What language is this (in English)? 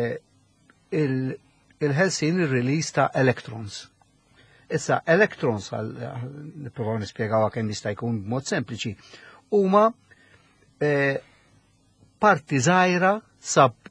Maltese